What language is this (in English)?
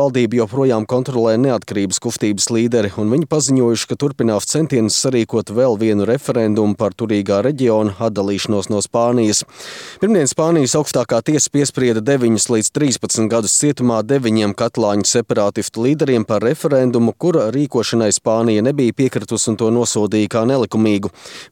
Latvian